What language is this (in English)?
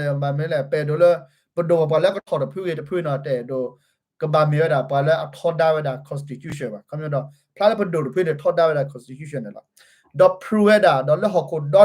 S'gaw Karen